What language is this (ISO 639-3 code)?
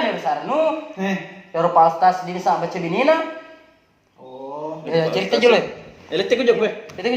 bug